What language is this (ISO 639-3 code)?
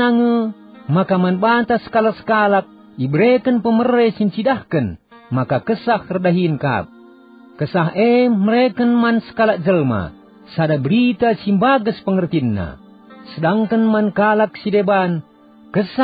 btx